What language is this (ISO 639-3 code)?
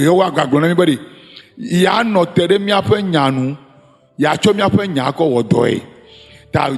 ewe